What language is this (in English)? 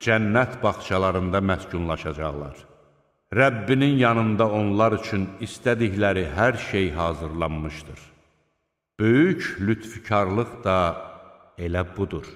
Azerbaijani